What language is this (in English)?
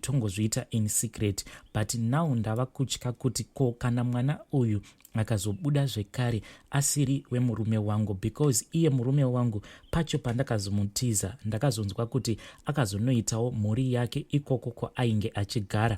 Shona